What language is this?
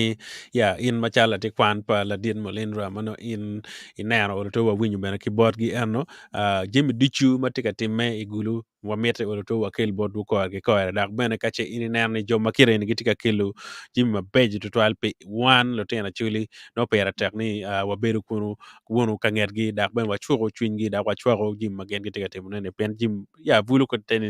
Acoli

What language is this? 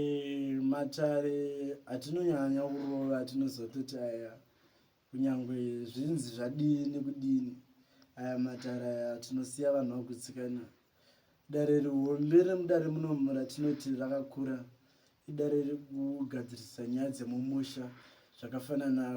Shona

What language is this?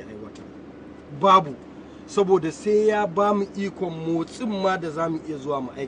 Hausa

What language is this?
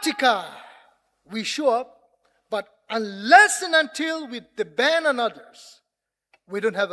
Ao Naga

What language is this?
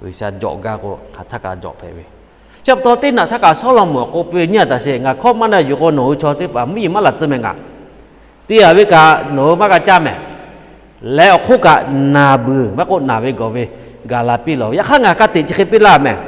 Lahu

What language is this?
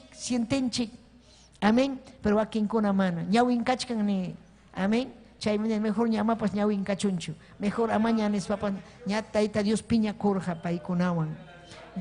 Ayacucho Quechua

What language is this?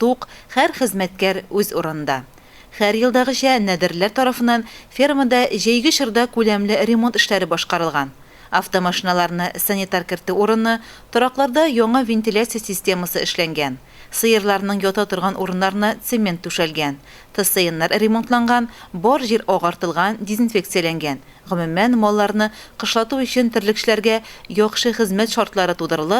Tatar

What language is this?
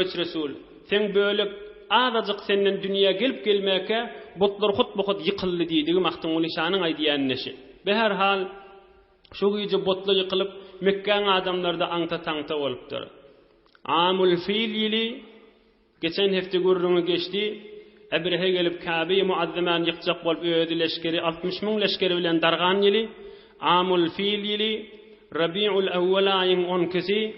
Turkmen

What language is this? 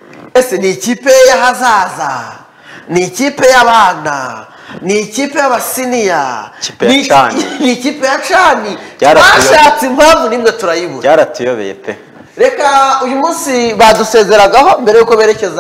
Kinyarwanda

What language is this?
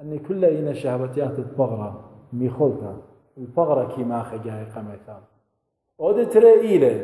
Assyrian Neo-Aramaic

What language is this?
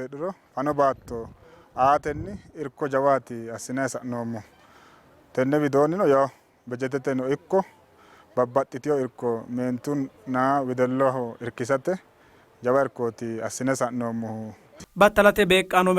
Sidamo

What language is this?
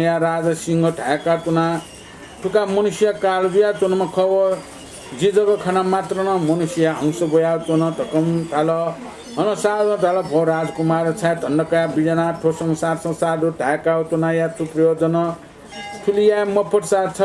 Newari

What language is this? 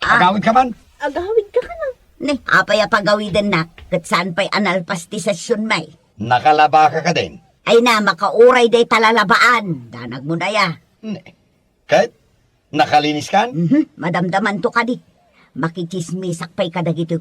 Iloko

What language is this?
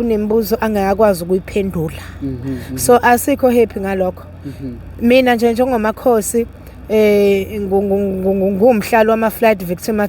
Zulu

